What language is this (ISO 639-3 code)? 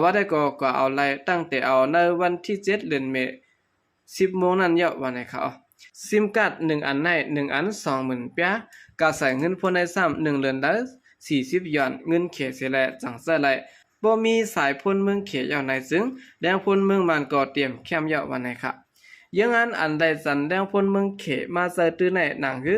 shn